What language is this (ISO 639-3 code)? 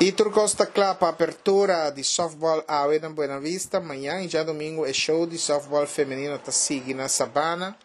pap